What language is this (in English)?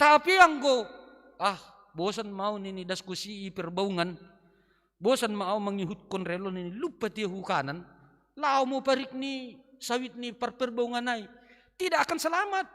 Batak Simalungun